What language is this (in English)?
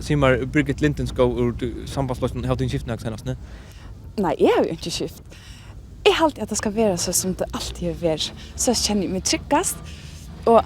Faroese